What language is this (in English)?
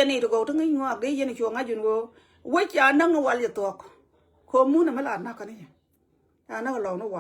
Nuer